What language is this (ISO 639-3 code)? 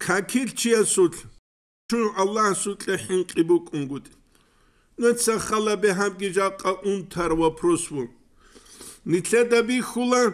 ava